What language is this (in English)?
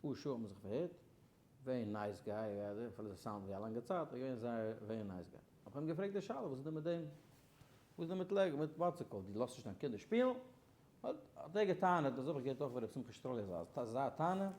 Yiddish